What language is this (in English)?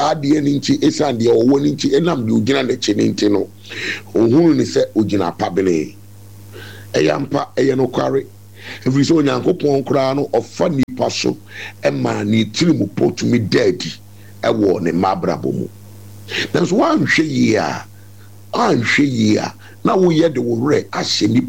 Akan